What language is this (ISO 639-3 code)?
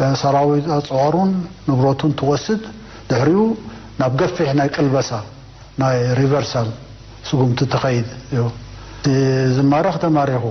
tir